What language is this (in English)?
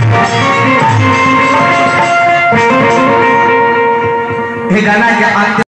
Bhojpuri